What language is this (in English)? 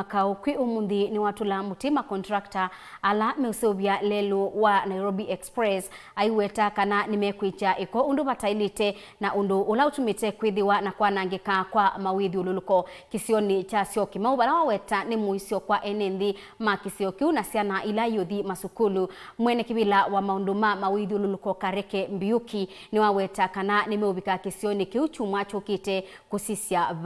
Kamba